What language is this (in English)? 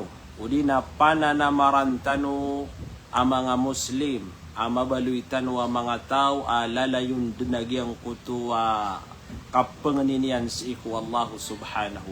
Maranao